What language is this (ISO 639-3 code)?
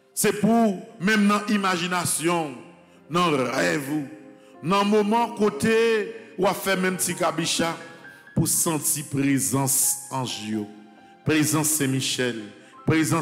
fra